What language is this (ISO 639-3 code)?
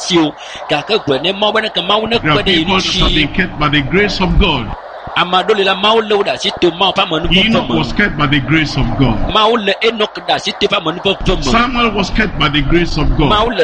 ewe